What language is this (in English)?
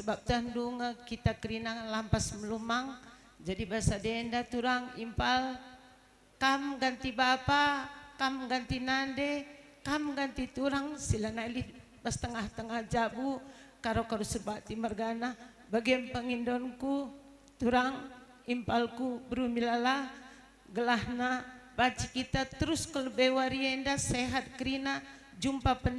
Batak Karo